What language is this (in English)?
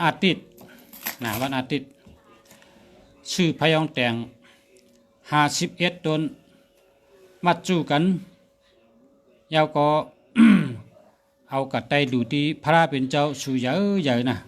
Shan